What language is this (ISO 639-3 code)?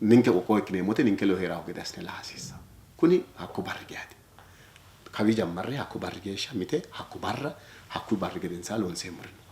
sid